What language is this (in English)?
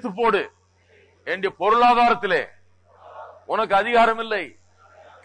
Tamil